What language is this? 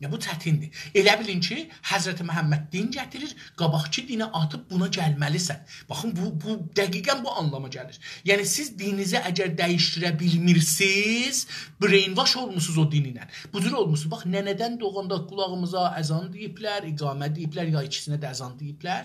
South Azerbaijani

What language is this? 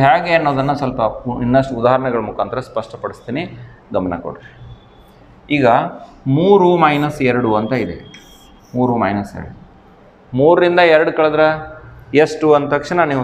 Kannada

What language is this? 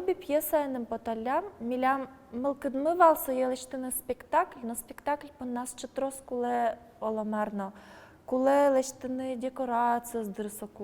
Udmurt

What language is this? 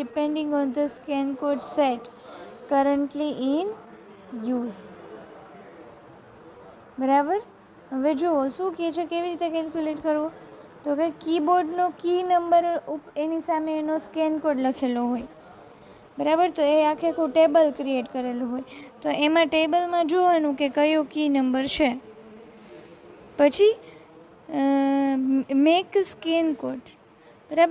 Gujarati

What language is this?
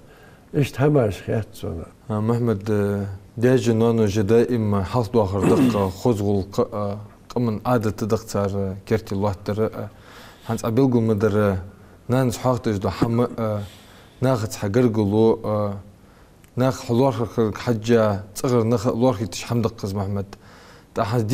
Ingush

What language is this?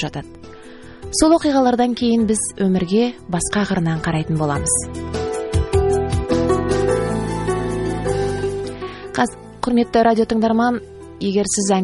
Kazakh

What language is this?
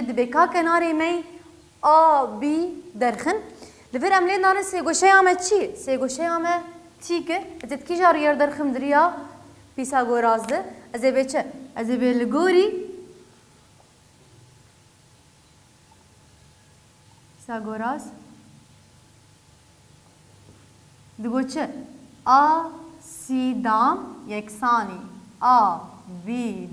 Kurdish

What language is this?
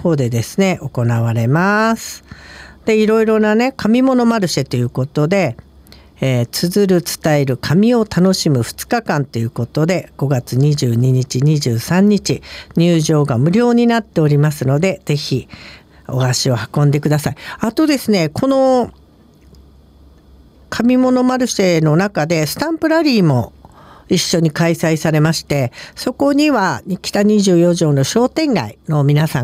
Japanese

